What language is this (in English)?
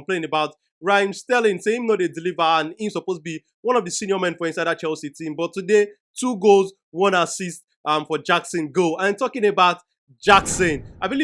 Nigerian Pidgin